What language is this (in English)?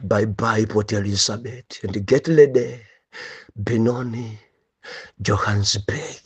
Nyanja